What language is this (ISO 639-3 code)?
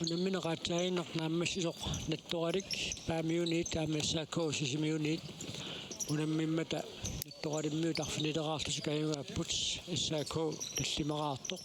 kal